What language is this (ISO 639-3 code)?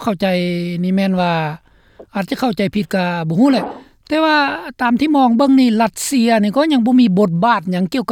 lao